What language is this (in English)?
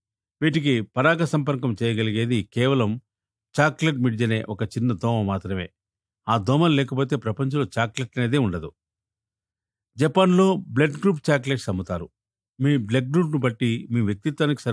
Telugu